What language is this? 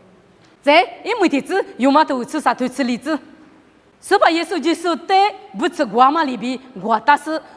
Lisu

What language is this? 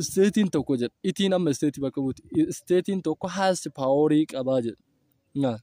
Oromo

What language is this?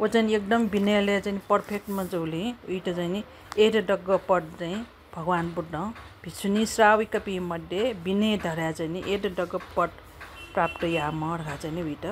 Newari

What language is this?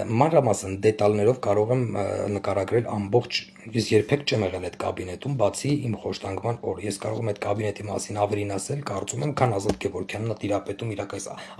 Armenian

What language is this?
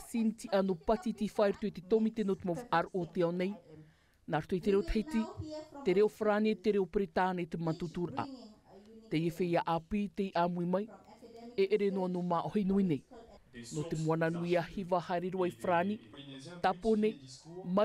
Tahitian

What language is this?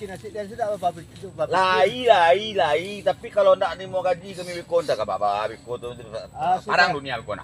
Minangkabau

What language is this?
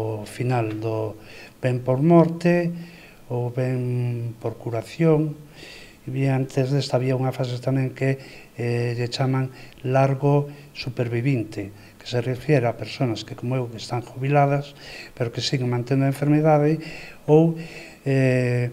Galician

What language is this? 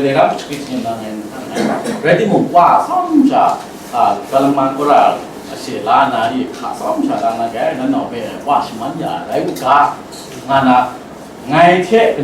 Kachin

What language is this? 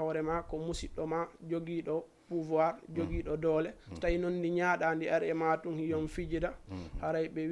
Fula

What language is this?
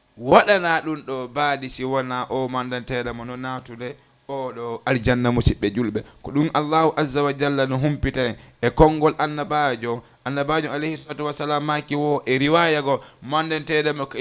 Fula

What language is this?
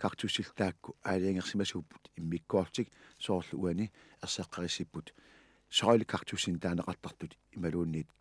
Kalaallisut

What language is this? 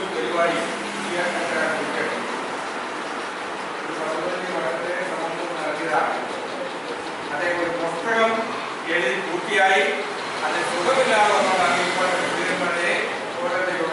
Malayalam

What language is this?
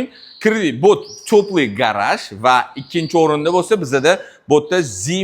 Uzbek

